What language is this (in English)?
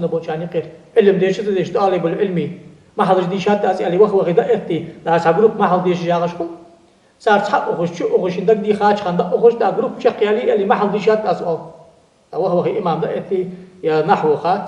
Ingush